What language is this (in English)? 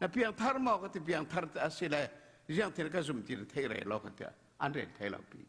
Falam Chin